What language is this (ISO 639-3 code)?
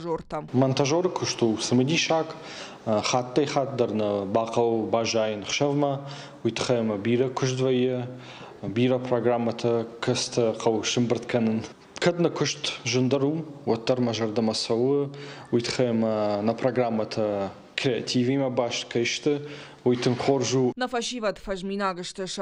oss